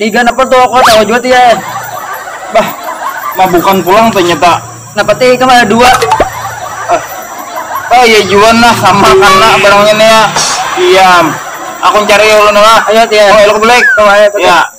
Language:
Banjar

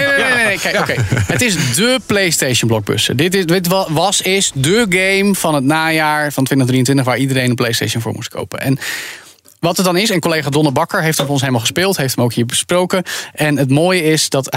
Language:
Dutch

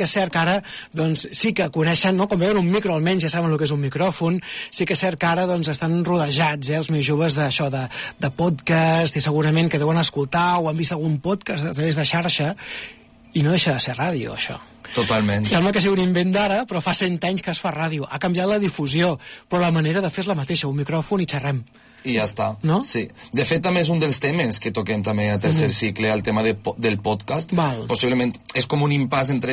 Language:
Catalan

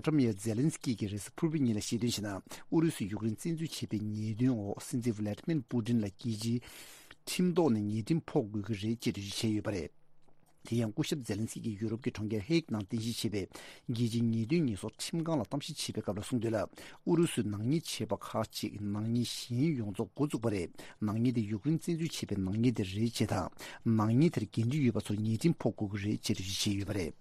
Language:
Tibetan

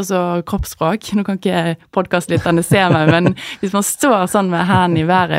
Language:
Norwegian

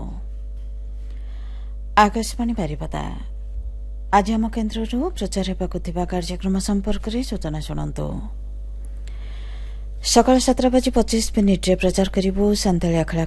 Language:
Odia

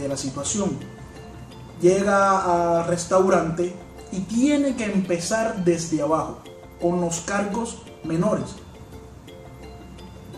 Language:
Spanish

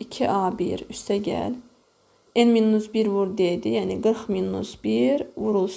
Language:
Azerbaijani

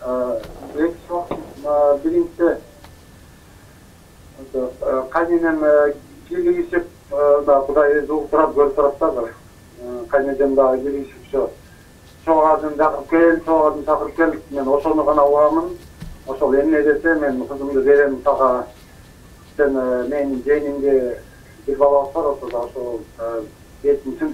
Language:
Kyrgyz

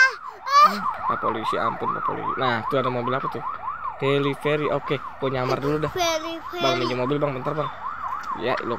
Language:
Betawi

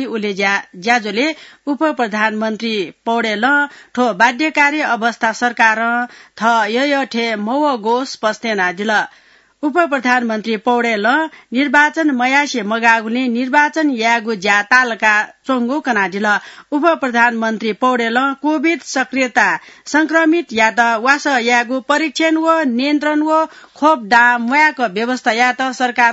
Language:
Newari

